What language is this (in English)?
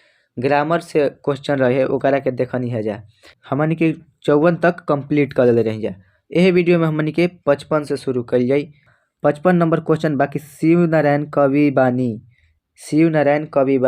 Bhojpuri